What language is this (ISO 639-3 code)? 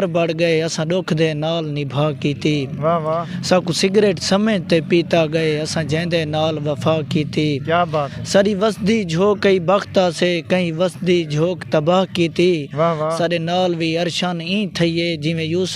skr